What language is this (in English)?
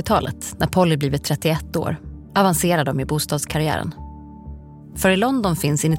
Swedish